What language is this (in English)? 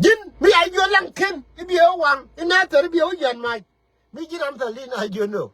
Nuer